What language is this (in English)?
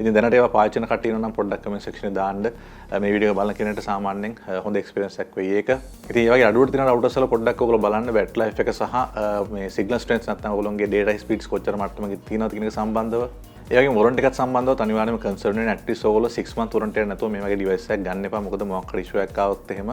Sinhala